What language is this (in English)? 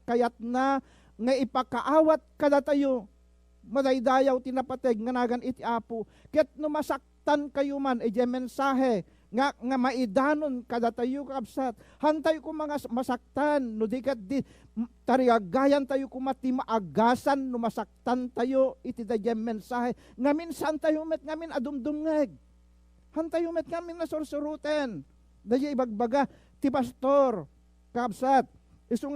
Iloko